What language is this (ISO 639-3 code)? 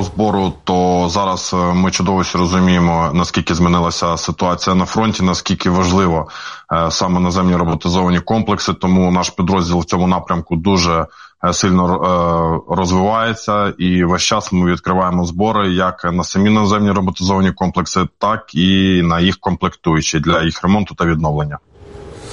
ukr